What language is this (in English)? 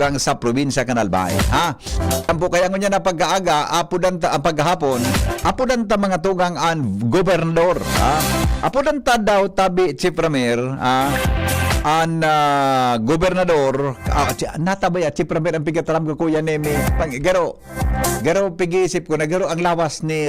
Bikol